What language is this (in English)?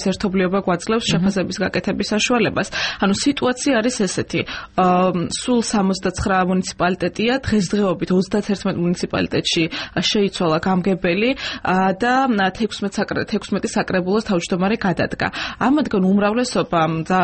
Georgian